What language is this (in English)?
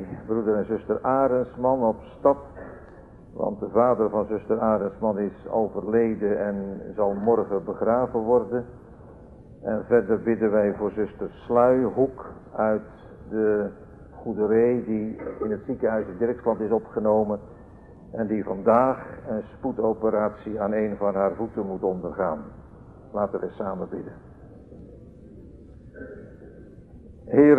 Dutch